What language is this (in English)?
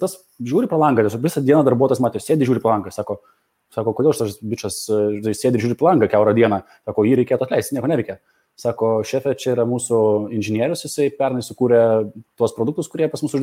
Lithuanian